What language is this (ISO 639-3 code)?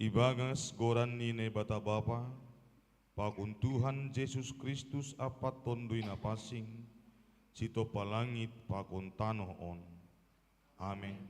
bts